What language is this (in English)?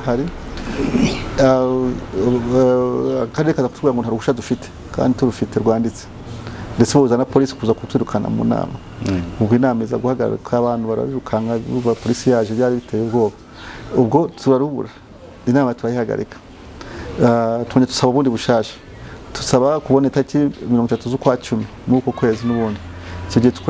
Kinyarwanda